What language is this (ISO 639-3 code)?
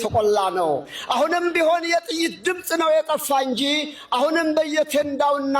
amh